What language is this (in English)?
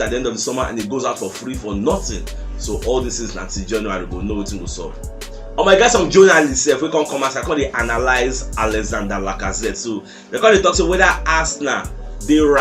Nigerian Pidgin